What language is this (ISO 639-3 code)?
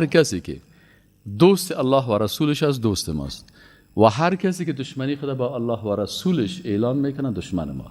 fas